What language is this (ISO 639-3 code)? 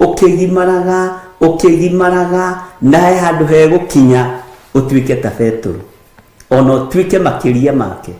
kik